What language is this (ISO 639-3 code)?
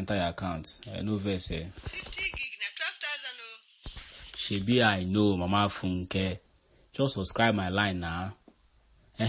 pcm